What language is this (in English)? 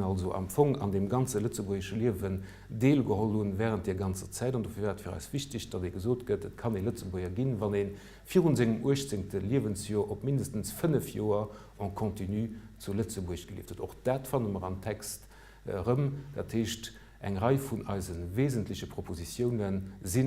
Luxembourgish